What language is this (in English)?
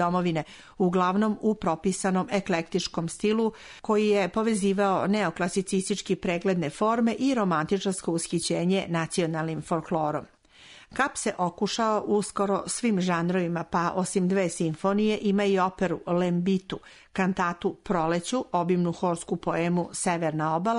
Serbian